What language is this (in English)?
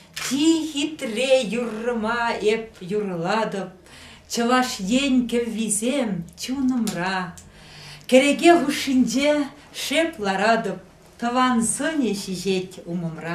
Chuvash